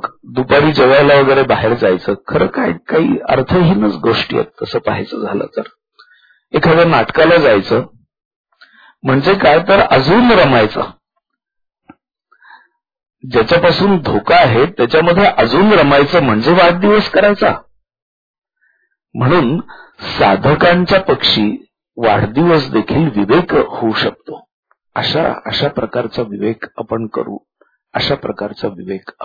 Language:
Marathi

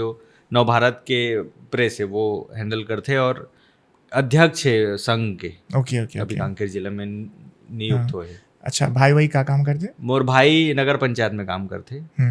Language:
Chhattisgarhi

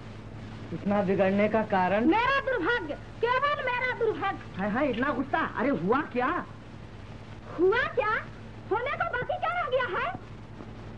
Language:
Hindi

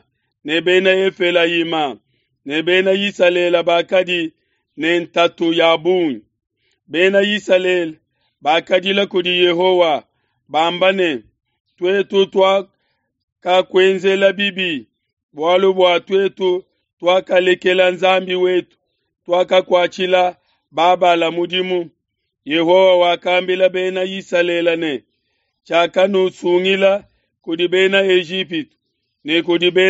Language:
Luba-Lulua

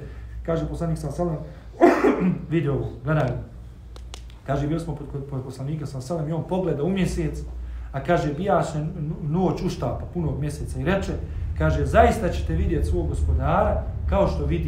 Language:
Bosnian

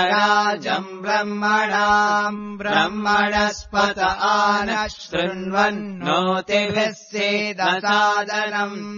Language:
Sanskrit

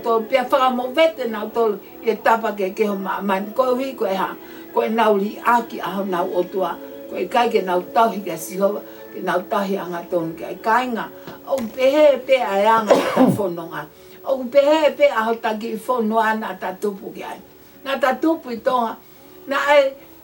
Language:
Tongan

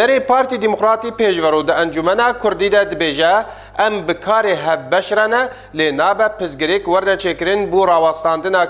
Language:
Kurdish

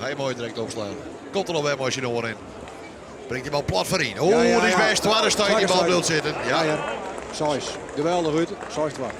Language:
Western Frisian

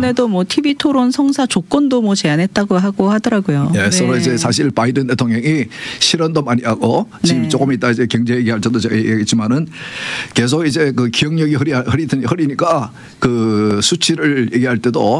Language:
Korean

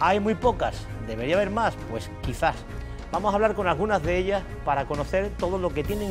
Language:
Spanish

